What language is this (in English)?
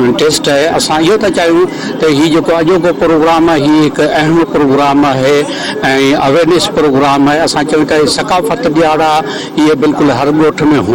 Sindhi